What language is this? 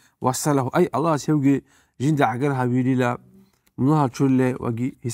Avaric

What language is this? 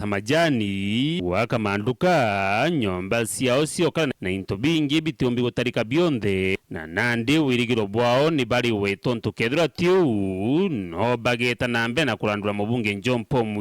Meru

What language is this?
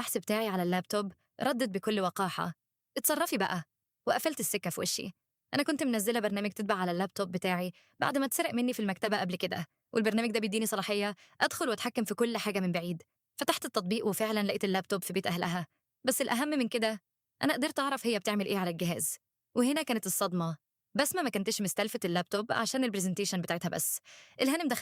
Egyptian Arabic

